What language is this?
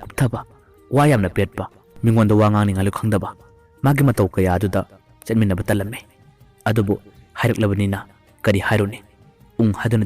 Manipuri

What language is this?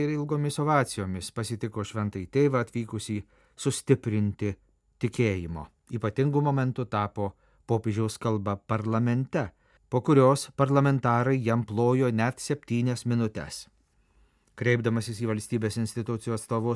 Lithuanian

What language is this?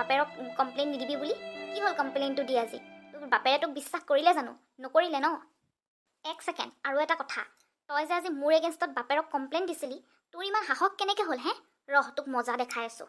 Assamese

